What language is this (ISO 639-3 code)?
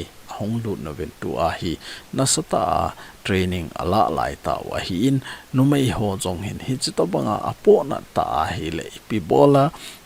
tcz